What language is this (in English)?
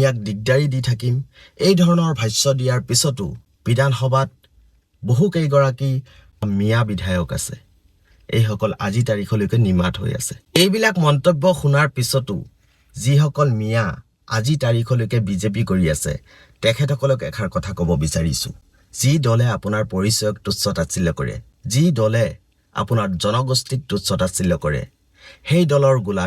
Assamese